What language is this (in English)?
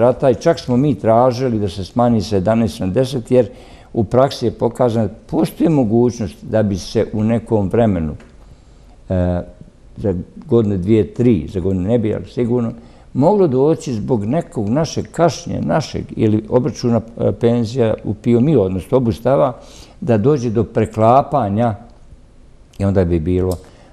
Bosnian